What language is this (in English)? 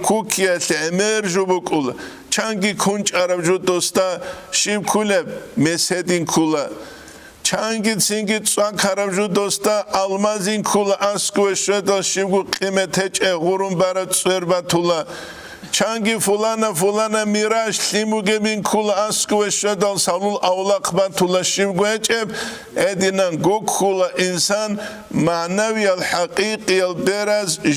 Avaric